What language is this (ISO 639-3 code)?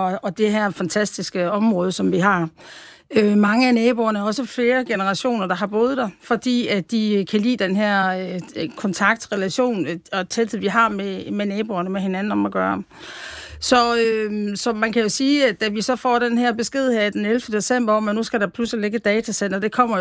dan